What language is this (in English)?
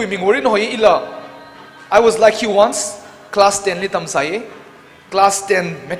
Tangkhul Naga (India)